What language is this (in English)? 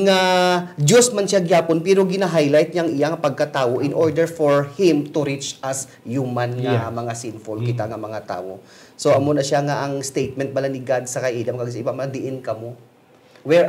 Hiligaynon